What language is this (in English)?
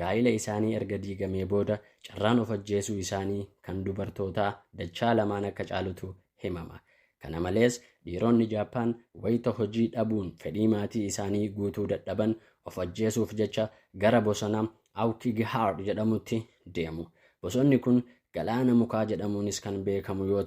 Oromo